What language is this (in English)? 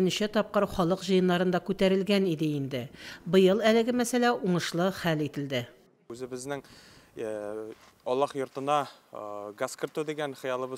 Tatar